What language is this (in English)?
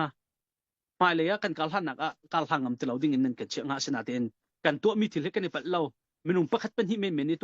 Hakha Chin